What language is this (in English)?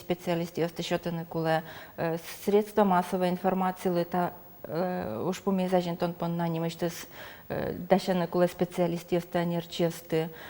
Udmurt